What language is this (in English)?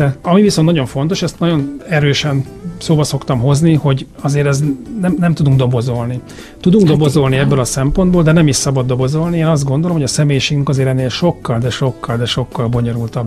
Hungarian